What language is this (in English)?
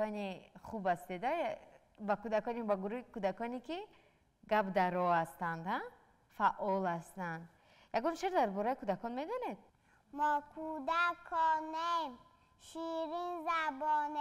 Tajik